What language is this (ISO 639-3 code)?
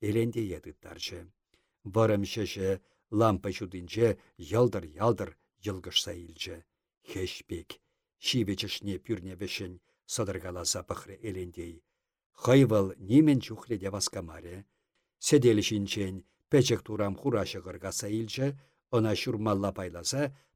chv